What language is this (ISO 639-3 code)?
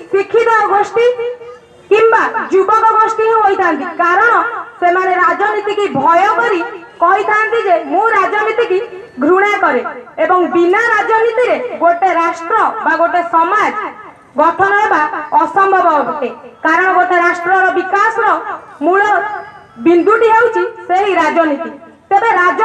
ori